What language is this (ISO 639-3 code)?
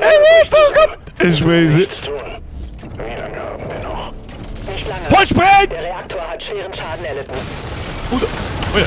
bar